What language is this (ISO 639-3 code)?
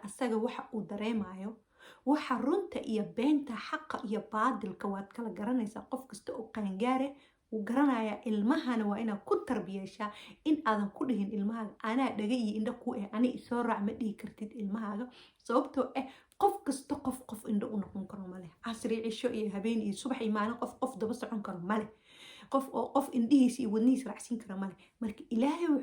som